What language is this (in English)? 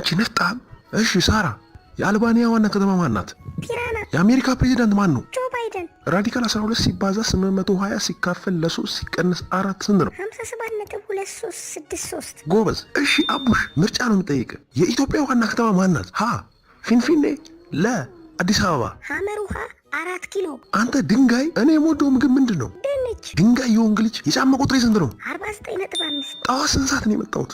Amharic